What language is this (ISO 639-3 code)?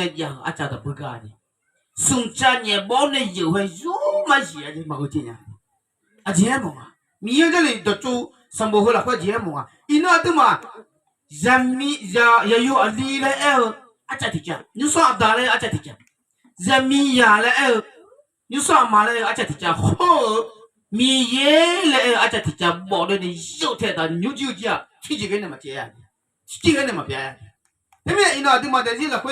ahk